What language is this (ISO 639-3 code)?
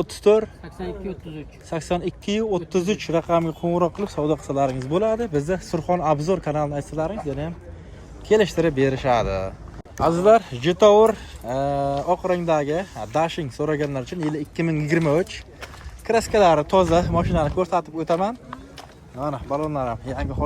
uzb